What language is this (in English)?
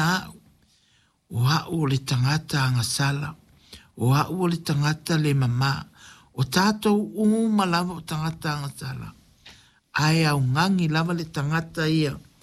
Samoan